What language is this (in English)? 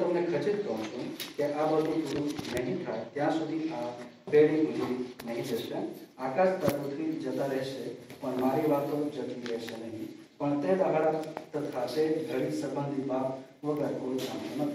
Gujarati